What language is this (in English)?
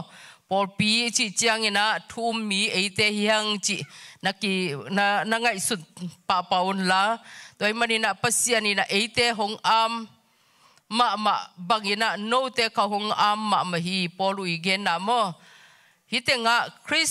Tedim Chin